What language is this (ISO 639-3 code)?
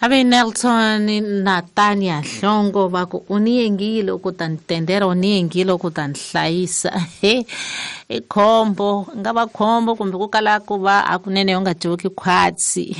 tso